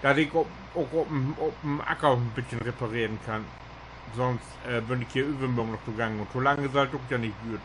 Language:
Low German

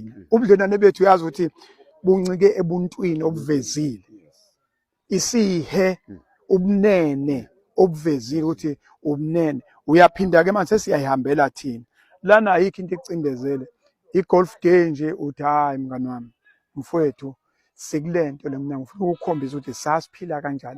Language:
Zulu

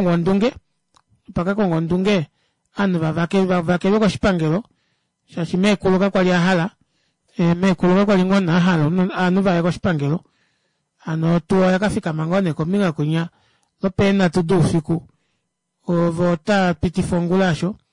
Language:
Kuanyama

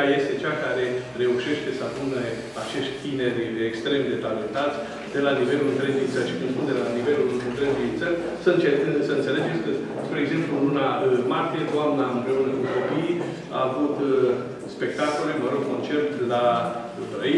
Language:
Romanian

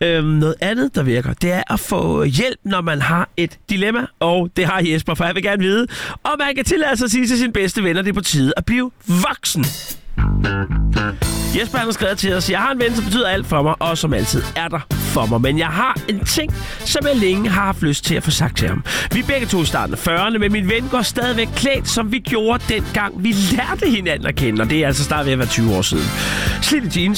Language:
Danish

